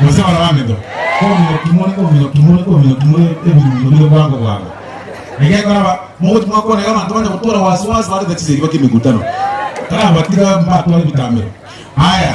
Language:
Gusii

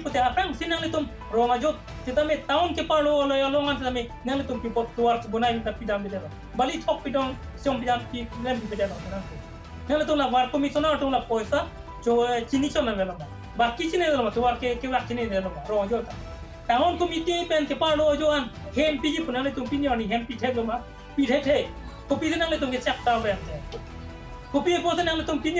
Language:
Karbi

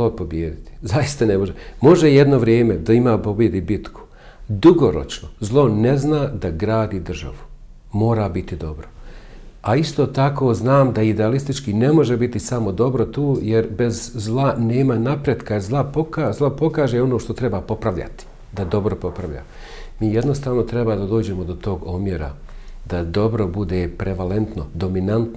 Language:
Bosnian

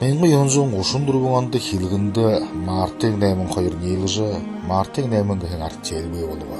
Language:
Buriat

